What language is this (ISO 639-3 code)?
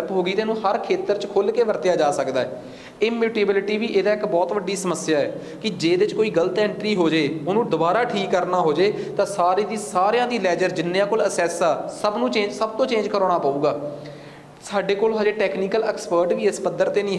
pan